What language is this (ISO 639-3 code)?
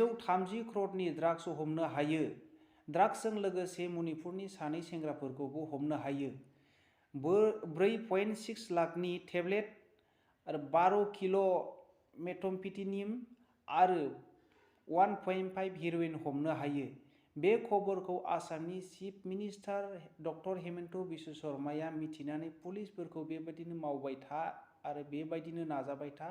brx